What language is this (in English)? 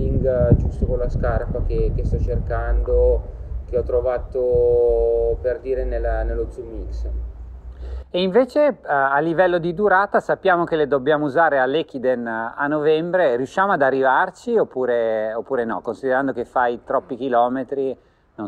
Italian